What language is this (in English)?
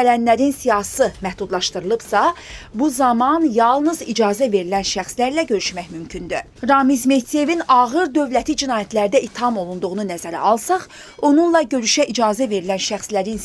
Azerbaijani